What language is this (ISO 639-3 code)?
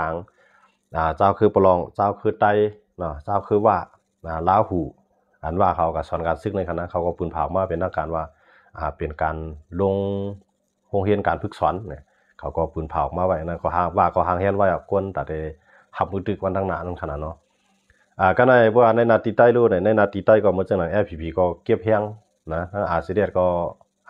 shn